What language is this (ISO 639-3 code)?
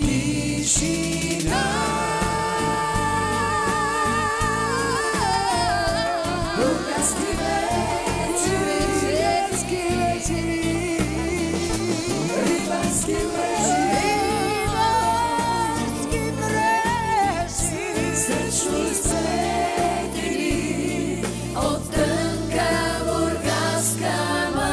bul